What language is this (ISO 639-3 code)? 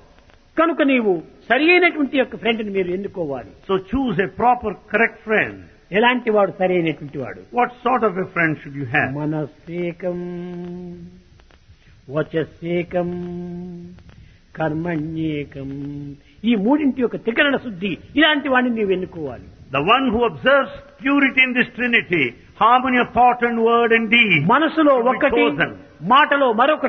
tel